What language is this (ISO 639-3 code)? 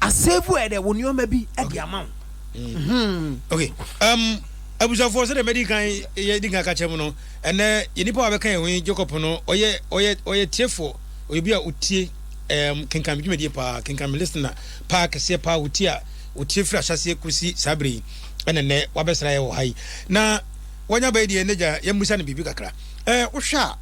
aka